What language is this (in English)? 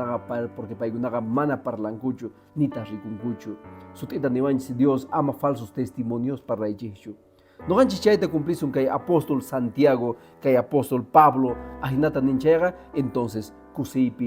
Quechua